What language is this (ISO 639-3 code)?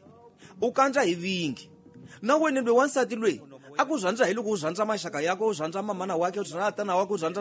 tso